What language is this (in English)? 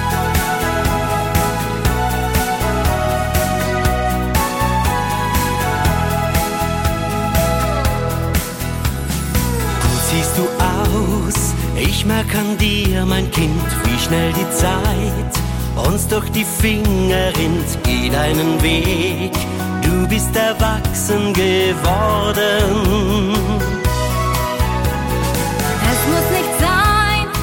German